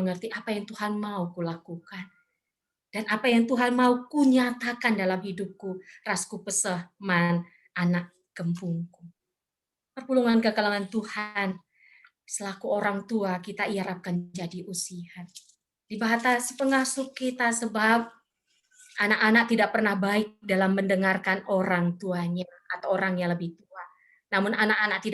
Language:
Batak Karo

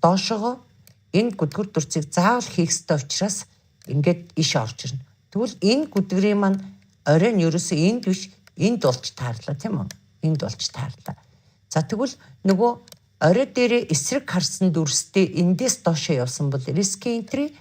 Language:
Mongolian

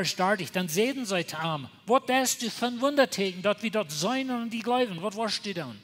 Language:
Plautdietsch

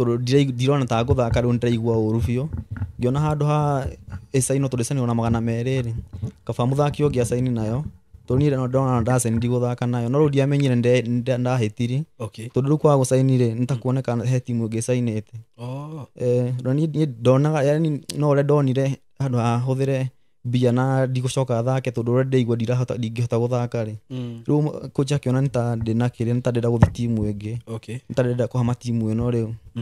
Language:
Kikuyu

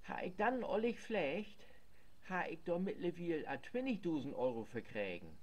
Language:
Low German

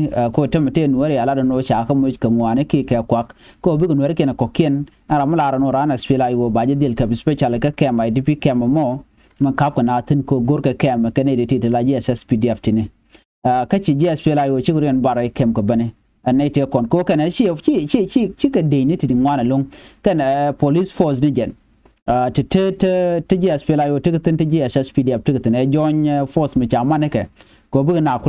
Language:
Nuer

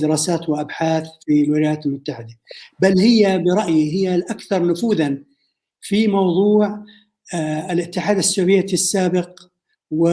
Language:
North Levantine Arabic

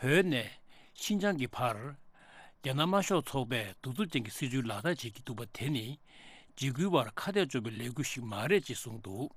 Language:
Tibetan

